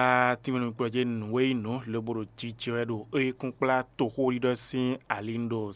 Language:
Fon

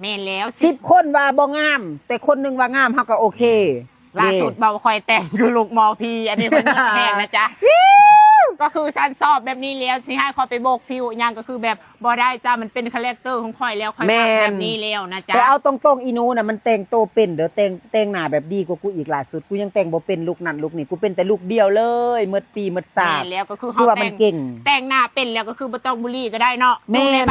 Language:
Lao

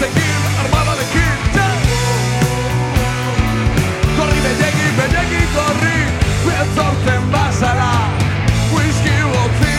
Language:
Basque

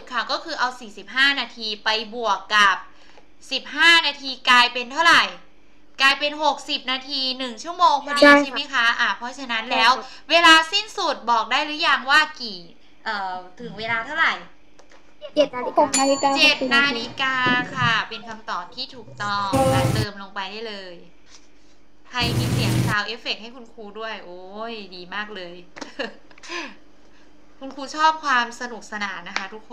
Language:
Thai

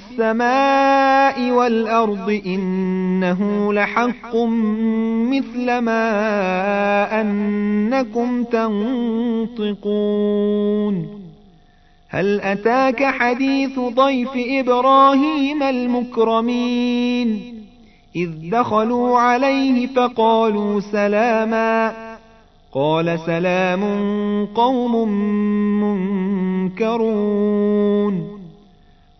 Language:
Arabic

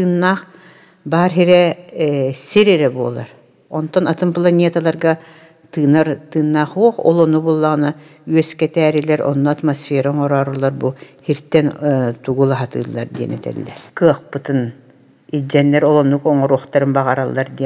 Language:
Yakut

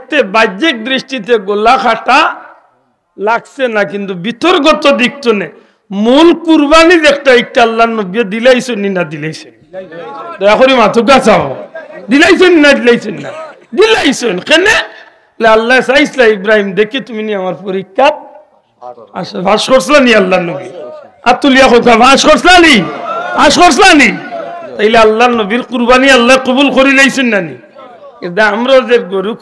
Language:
Sylheti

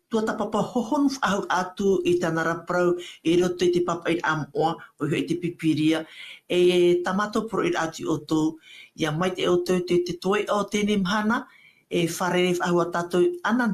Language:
Tahitian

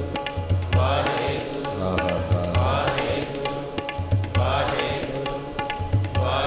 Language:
Punjabi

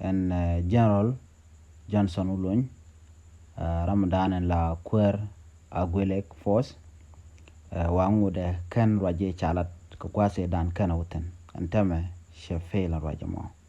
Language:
Nuer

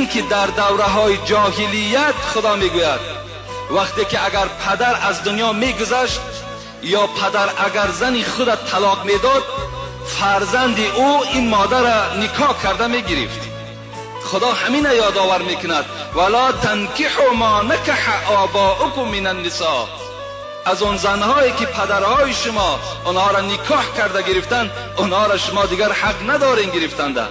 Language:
Tajik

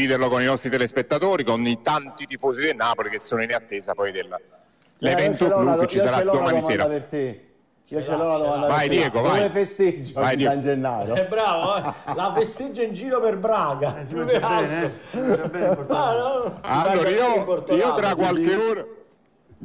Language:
Italian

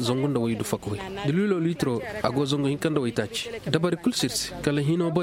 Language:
Koyraboro Senni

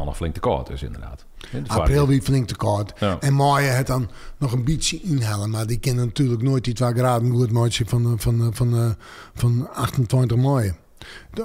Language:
Western Frisian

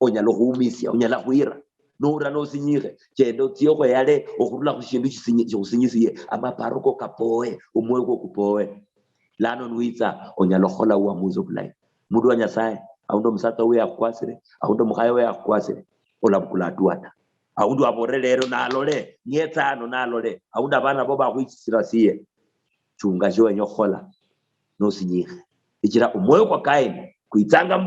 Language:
Luyia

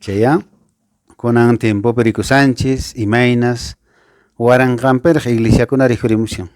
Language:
Quechua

